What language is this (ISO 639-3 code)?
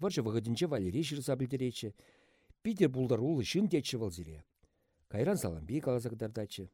chv